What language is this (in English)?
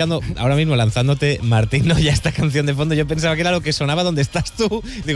Spanish